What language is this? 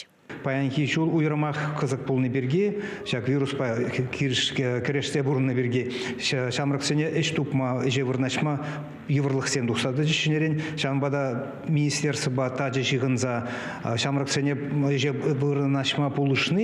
Chuvash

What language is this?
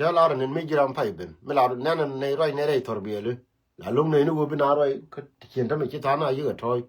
Nuer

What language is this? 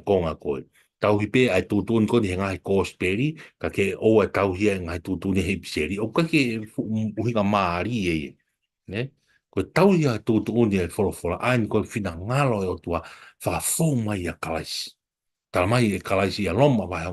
Tongan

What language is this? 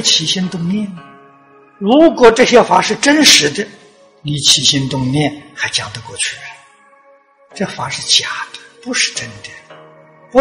Chinese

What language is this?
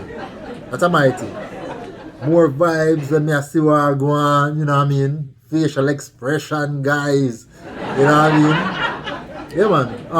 Jamaican Creole English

